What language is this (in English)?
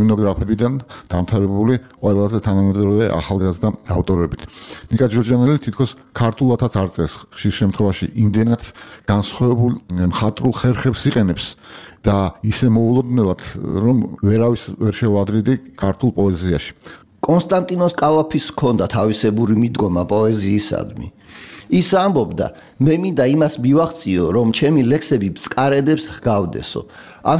Georgian